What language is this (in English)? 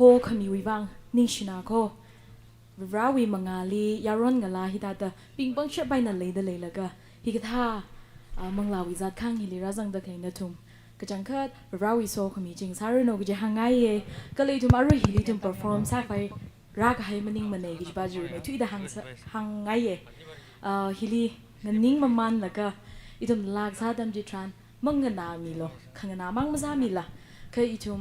Tangkhul Naga (India)